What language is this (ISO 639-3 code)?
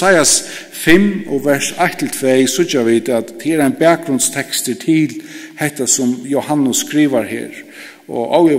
fao